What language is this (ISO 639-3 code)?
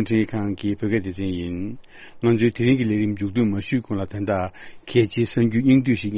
bod